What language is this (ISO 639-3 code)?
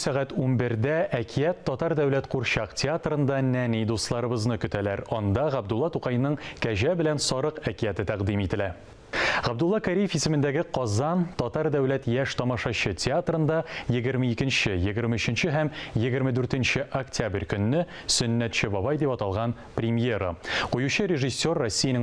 tat